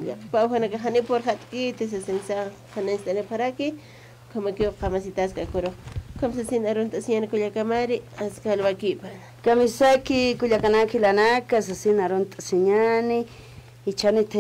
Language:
Aymara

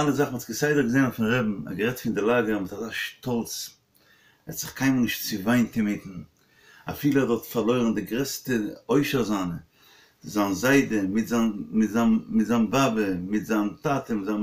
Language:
Yiddish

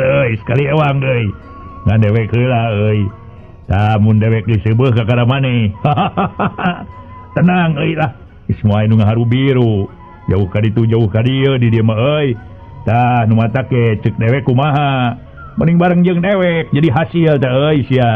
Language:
Sundanese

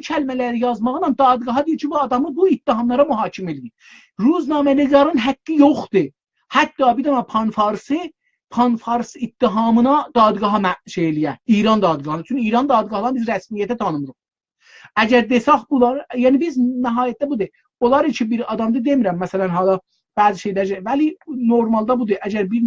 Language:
South Azerbaijani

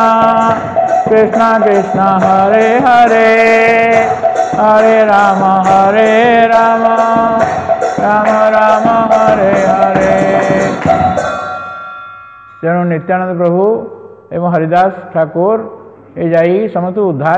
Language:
Odia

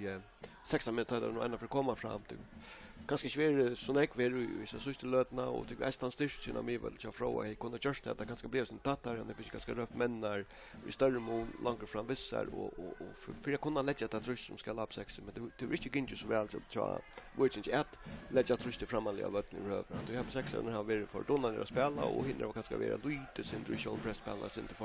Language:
Faroese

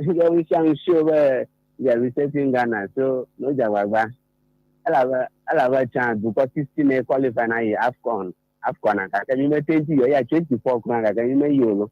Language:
Ewe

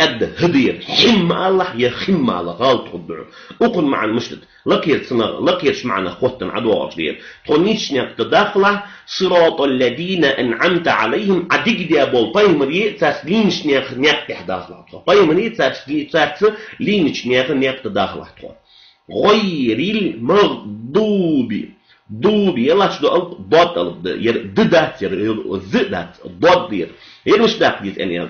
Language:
Ingush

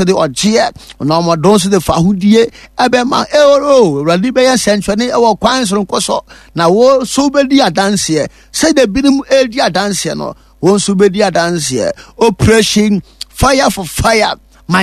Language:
Akan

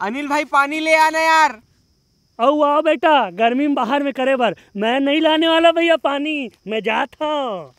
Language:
Chhattisgarhi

